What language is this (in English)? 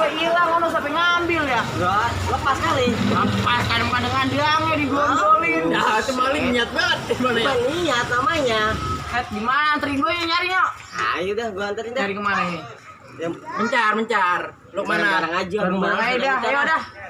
Betawi